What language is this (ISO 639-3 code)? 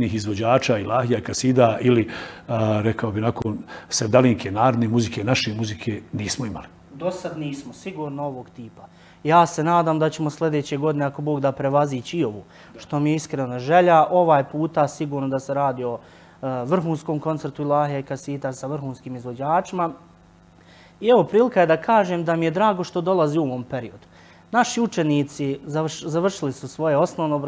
bos